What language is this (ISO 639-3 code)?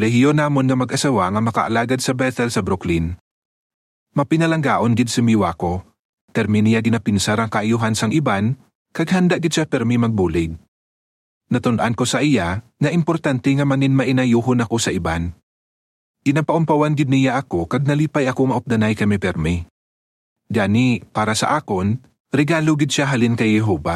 hil